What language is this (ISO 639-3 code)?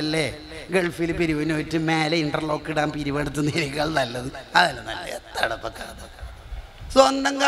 mal